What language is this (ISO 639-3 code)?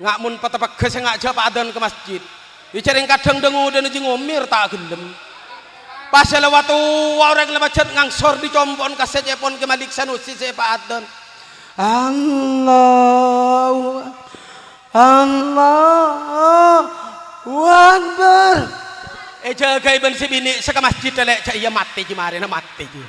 mad